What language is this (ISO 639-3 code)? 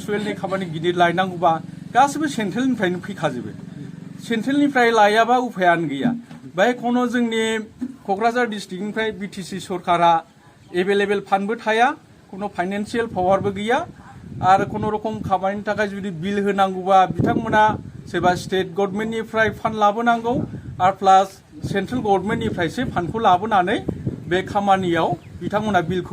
brx